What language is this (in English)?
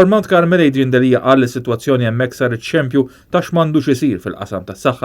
Maltese